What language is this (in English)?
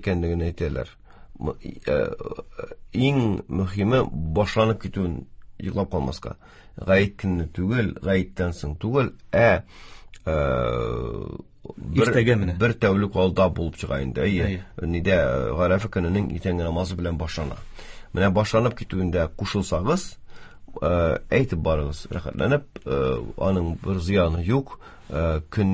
Tatar